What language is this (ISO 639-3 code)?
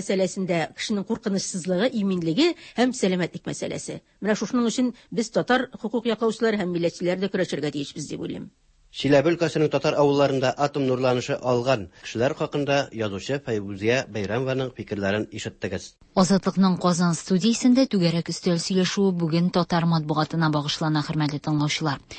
tat